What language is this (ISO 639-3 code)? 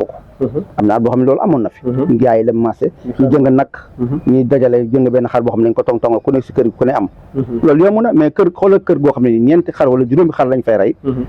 wol